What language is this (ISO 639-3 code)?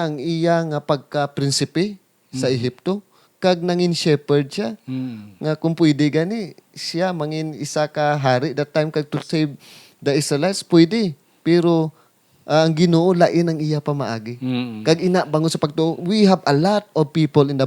hil